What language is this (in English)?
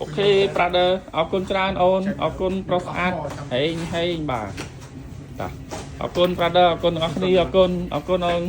Khmer